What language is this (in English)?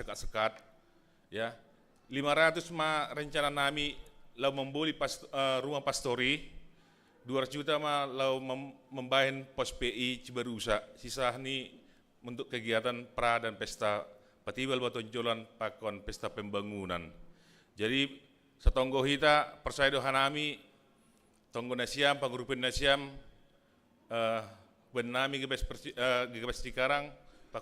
Batak Simalungun